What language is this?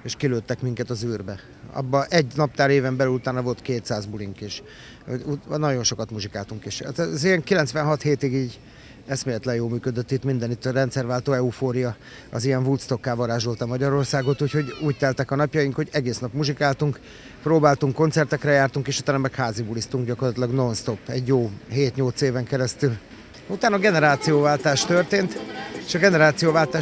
Hungarian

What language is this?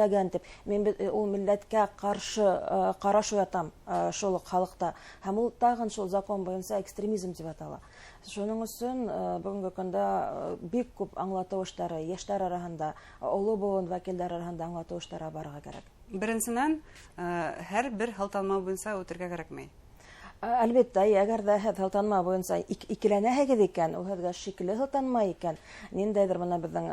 Bashkir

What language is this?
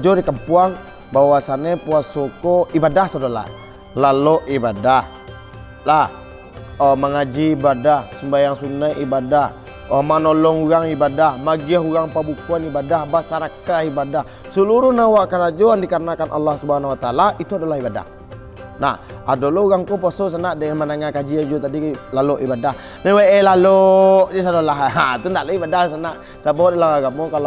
Minangkabau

